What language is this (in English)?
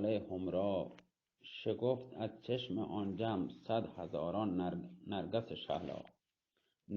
Baluchi